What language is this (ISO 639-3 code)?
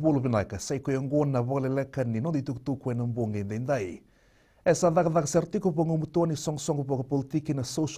fij